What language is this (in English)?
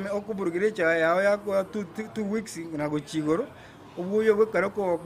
Gusii